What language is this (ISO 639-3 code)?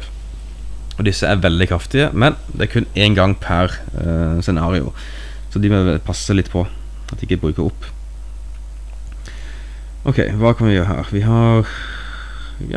nor